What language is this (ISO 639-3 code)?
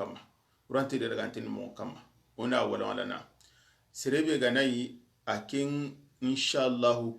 snk